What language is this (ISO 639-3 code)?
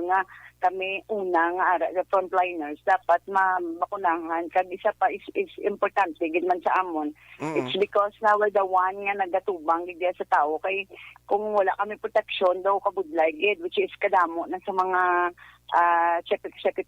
hil